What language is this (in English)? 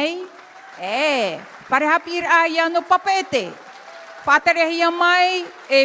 Tahitian